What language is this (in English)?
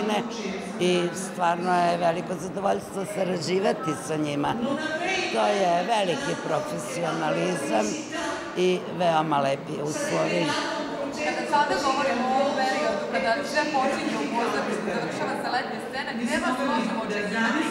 Serbian